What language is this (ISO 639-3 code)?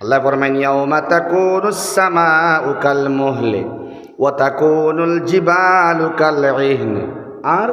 syl